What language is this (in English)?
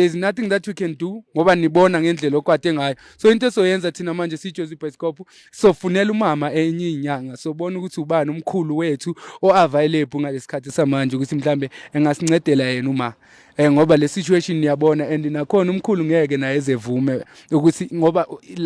Zulu